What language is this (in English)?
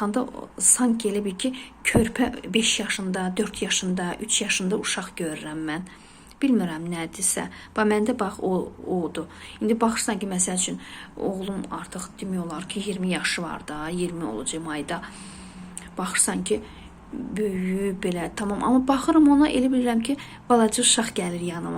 Azerbaijani